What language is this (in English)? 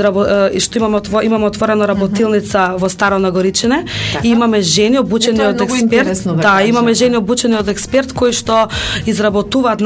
Macedonian